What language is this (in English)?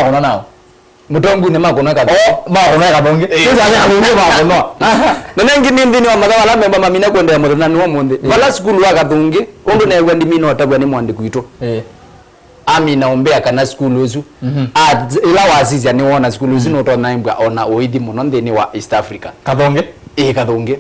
Kamba